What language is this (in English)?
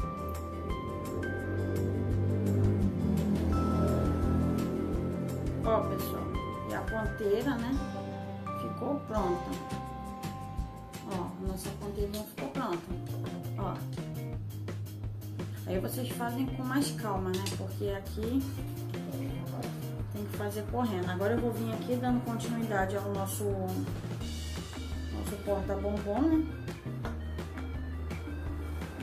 Portuguese